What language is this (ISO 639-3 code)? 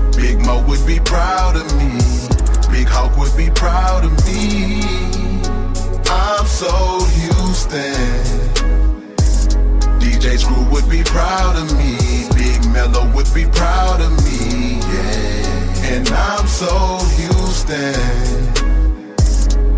eng